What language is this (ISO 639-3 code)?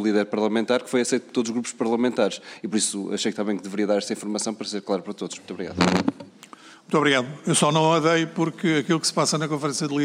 por